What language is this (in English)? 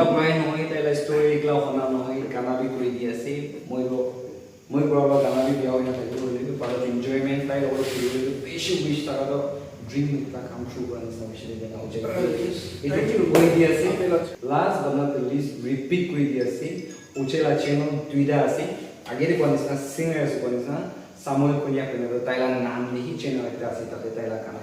Naga Pidgin